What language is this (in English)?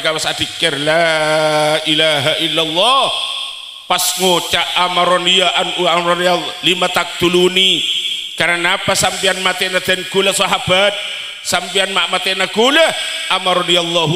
Madurese